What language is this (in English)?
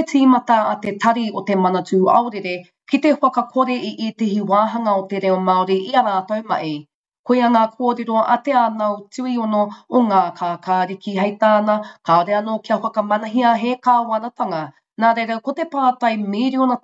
Māori